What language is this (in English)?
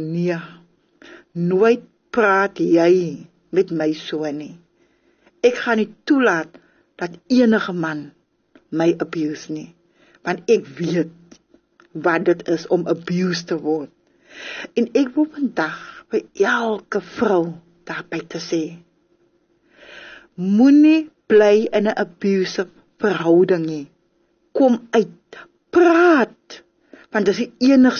Afrikaans